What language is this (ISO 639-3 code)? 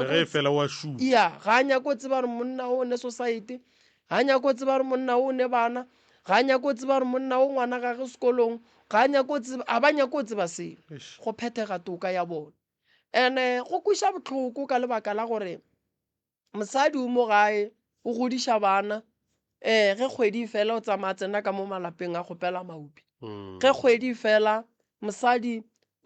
nso